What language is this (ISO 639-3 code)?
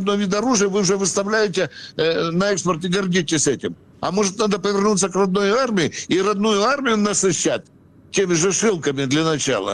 rus